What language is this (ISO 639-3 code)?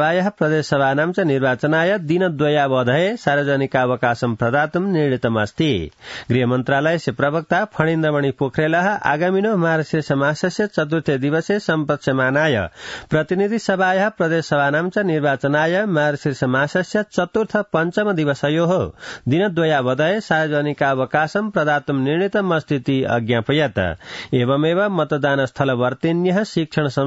san